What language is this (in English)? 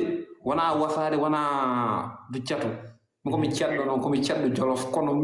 Fula